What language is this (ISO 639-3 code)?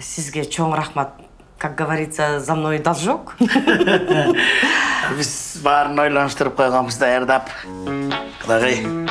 kir